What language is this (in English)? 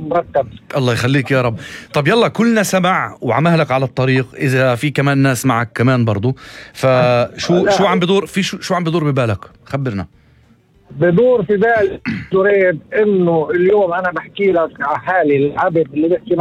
North Levantine Arabic